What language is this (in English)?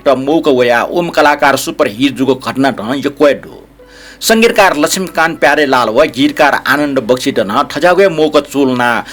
Newari